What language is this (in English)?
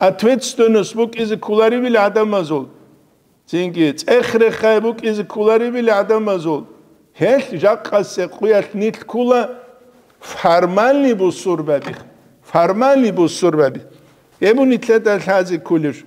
Avaric